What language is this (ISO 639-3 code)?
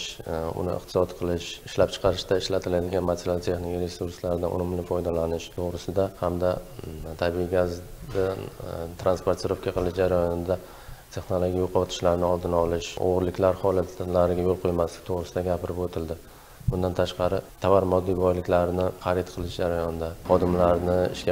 uzb